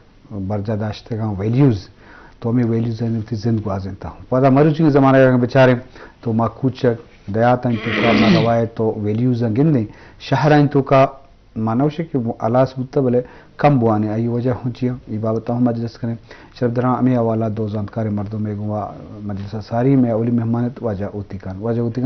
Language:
Eastern Balochi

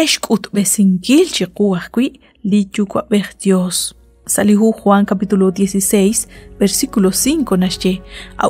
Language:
Kekchí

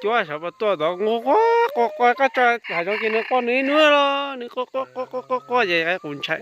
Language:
Hmong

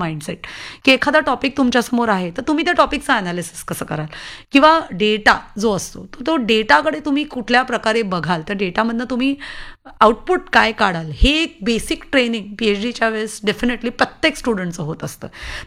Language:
Marathi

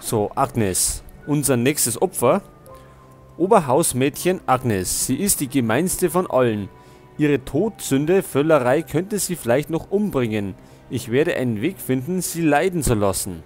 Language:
Bavarian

